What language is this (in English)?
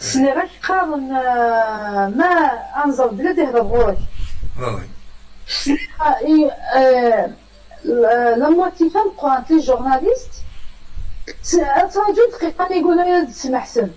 Kabyle